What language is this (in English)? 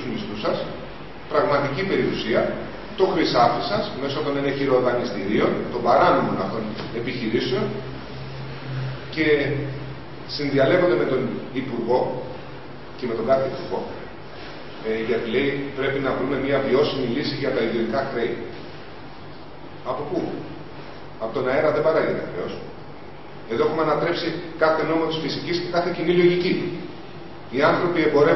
Greek